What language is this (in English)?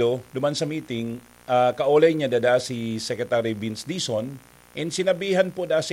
Bikol